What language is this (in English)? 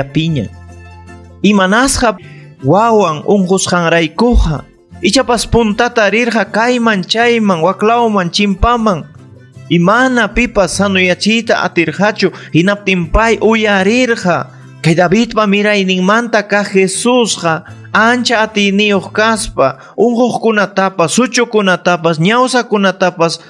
Ayacucho Quechua